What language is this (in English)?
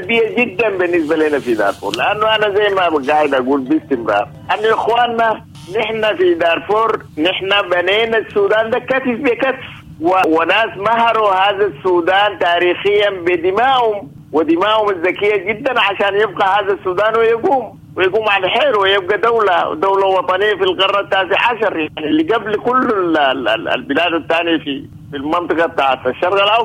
Sudanese Arabic